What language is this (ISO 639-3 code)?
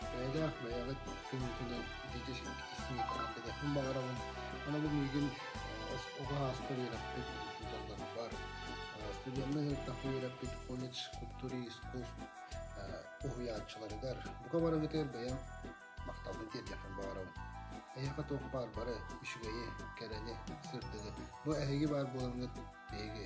sah